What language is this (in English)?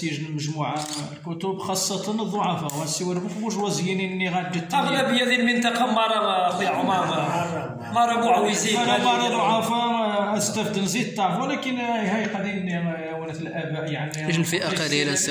Moroccan Arabic